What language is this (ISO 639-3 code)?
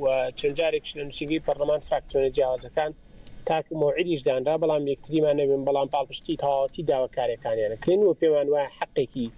ckb